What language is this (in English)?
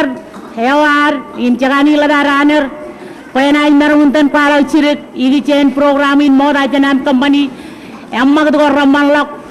Marshallese